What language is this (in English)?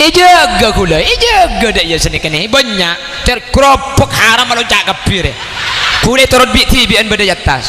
Madurese